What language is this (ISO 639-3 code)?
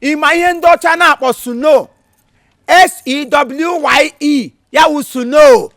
ibo